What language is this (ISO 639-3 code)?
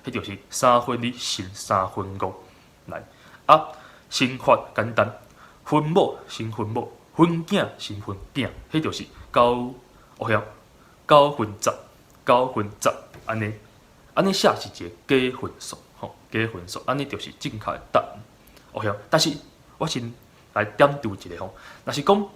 nan